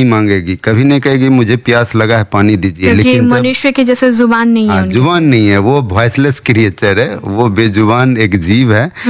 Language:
Hindi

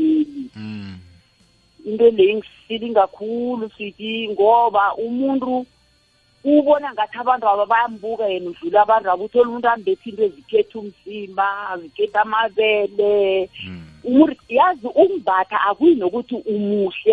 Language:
South Ndebele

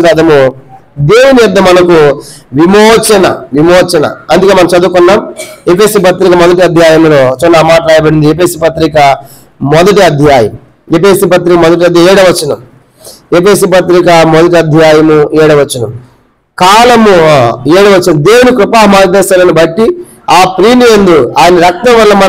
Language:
Telugu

